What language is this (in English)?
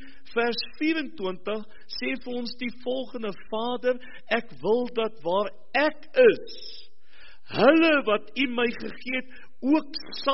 Afrikaans